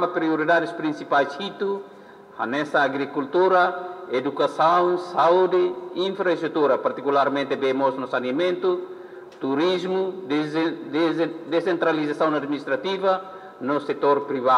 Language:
Tetum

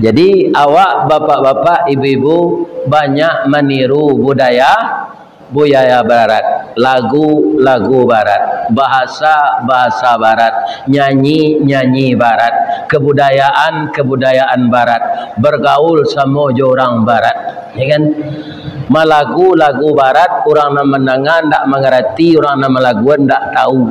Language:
Minangkabau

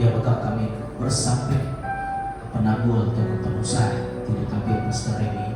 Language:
Iban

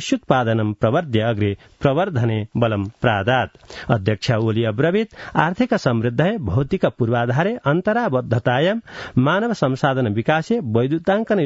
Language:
Sanskrit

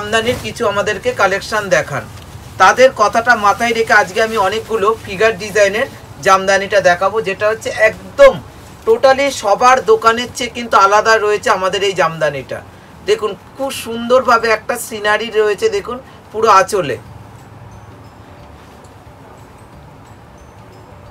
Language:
Bangla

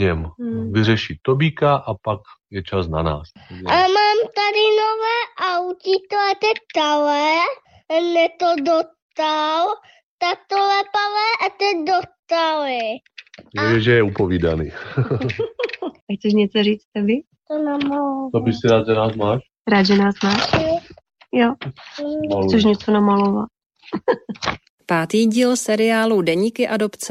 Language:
Czech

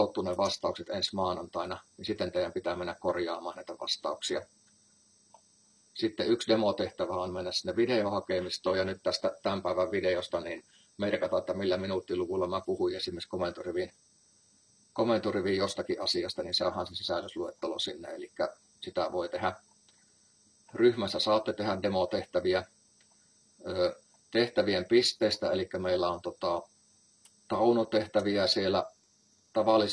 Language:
Finnish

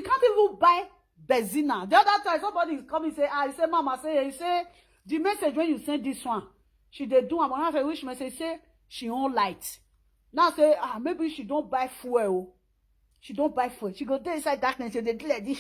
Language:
Nigerian Pidgin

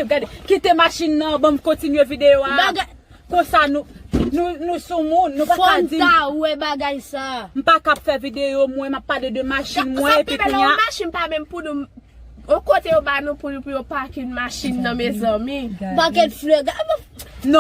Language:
Haitian Creole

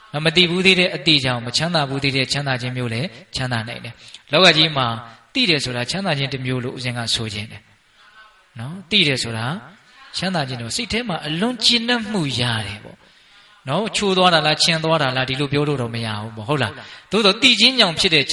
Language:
Burmese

